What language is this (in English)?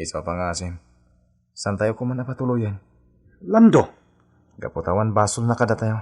Iloko